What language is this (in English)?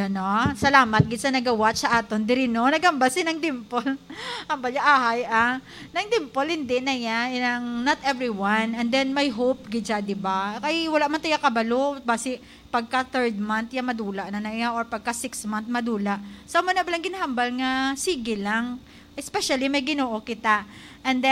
Hiligaynon